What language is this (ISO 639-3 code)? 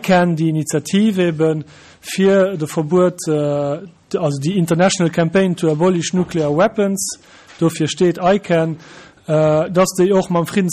ltz